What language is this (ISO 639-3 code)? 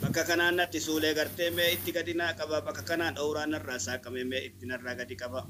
orm